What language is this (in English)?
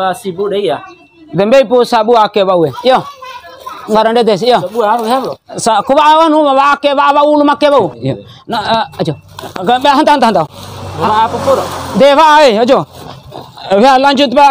Bima